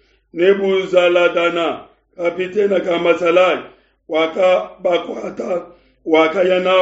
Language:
Luba-Lulua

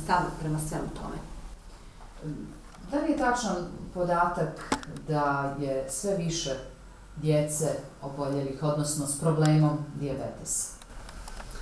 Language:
Bosnian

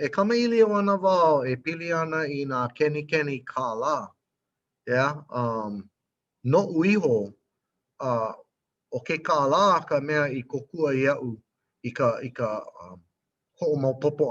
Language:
Hawaiian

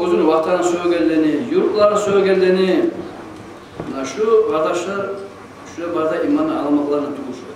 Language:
Kumyk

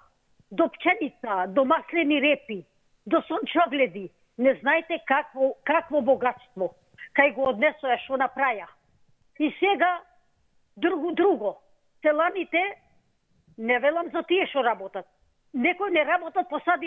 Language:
Macedonian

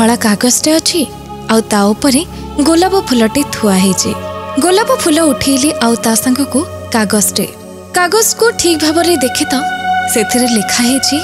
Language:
Odia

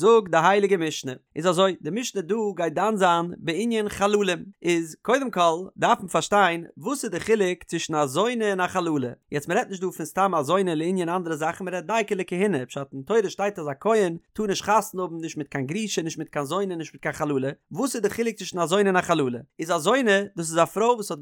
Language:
Yiddish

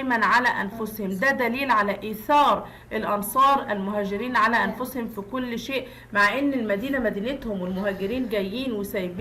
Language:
Egyptian Arabic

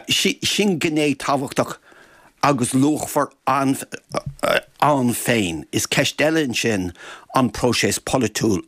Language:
Irish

